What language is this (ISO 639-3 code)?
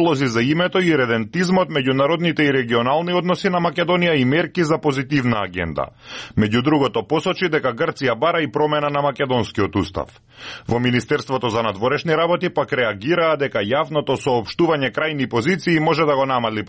mkd